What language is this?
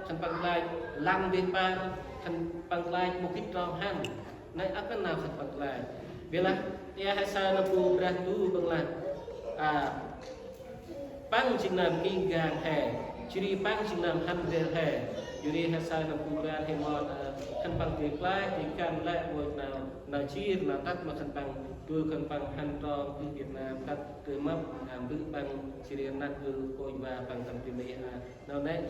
Central Mnong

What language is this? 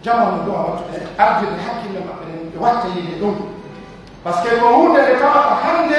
Pular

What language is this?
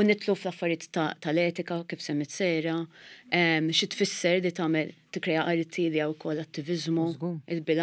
Maltese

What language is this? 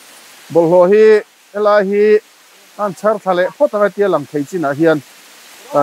Mizo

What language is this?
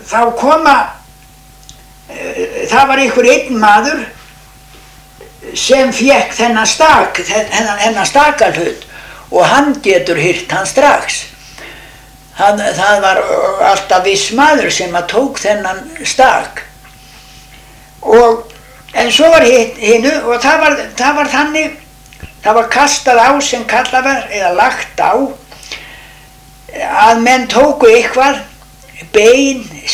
Icelandic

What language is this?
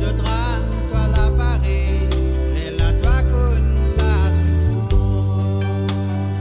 Morisyen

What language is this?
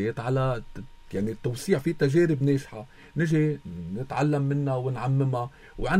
North Levantine Arabic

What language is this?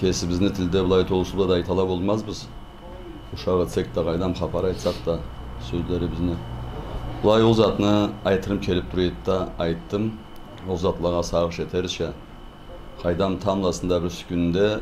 Karachay-Balkar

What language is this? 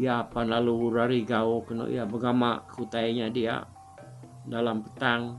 Iban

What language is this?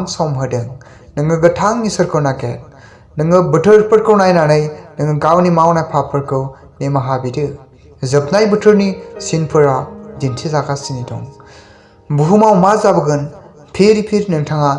Bodo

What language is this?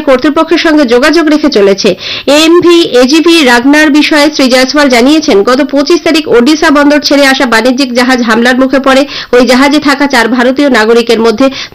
Bangla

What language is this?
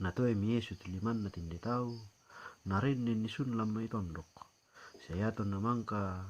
Toraja-Sa'dan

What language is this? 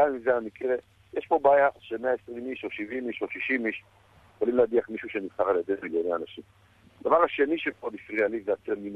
Hebrew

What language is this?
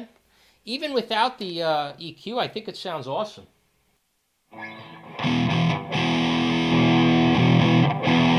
English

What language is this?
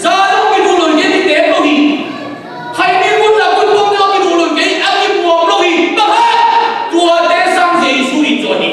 Tedim Chin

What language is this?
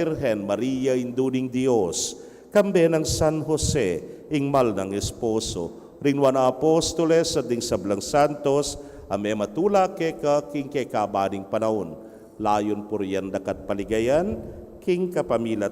Pampanga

